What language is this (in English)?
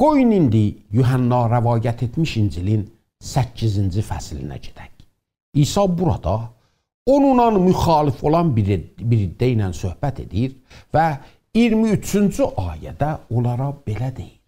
South Azerbaijani